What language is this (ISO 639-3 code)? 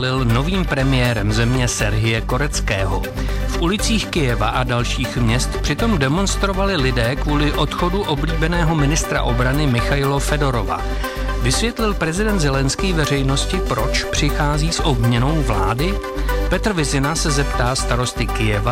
ces